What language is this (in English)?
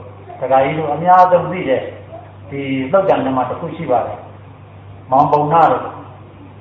Burmese